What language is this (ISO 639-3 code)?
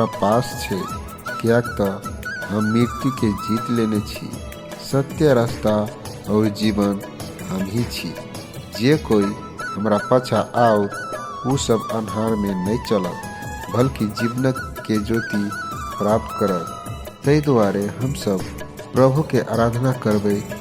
mai